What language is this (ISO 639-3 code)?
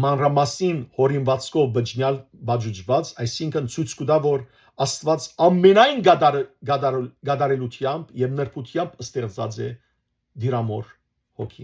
hyw